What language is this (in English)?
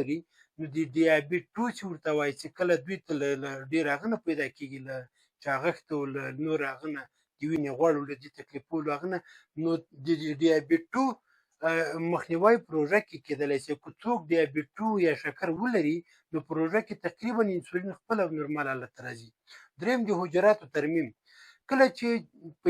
Pashto